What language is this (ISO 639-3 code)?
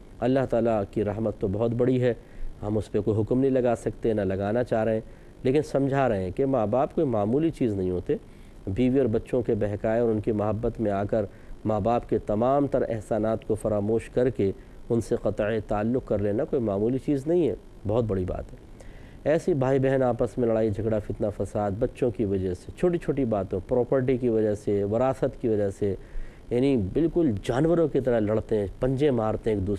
urd